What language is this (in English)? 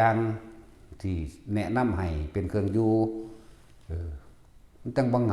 Northeastern Thai